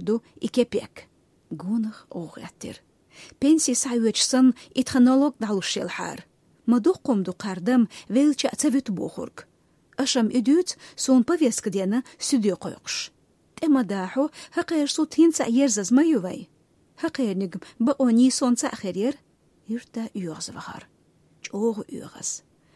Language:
Chechen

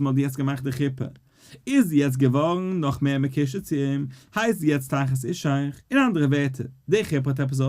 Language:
Yiddish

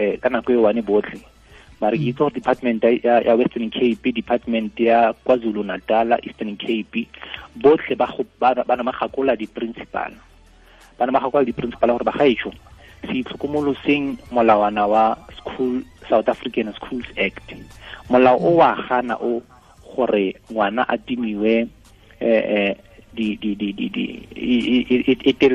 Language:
Tswana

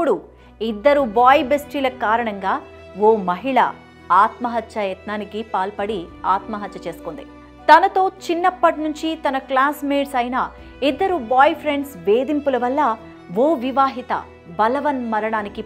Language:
Telugu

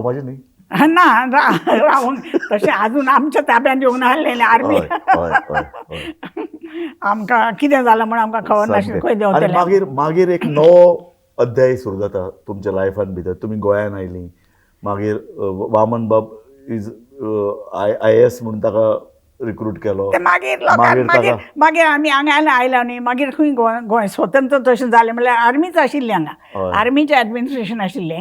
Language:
Konkani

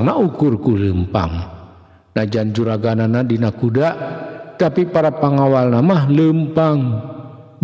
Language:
Sundanese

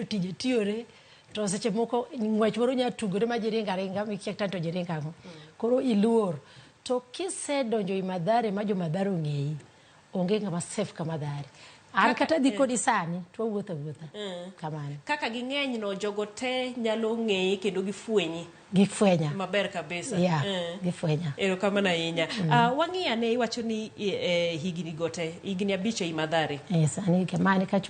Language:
Luo (Kenya and Tanzania)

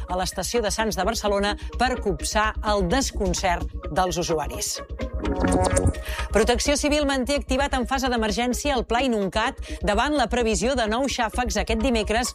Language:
Catalan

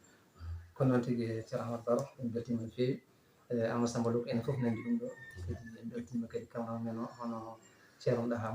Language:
Fula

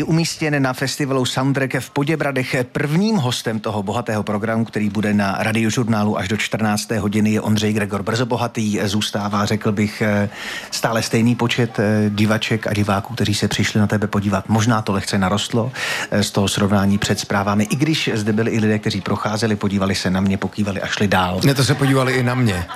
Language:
Czech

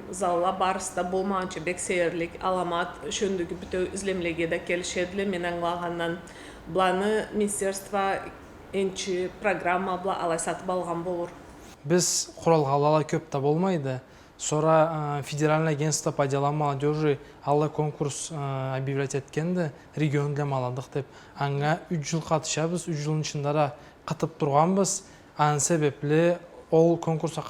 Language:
Karachay-Balkar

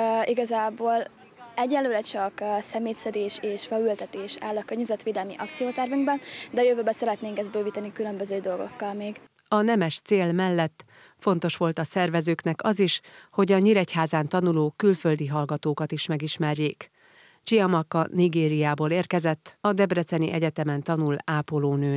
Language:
Hungarian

